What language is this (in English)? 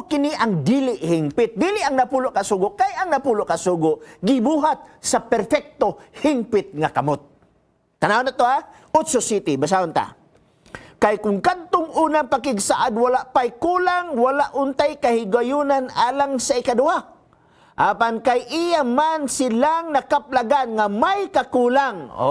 Cebuano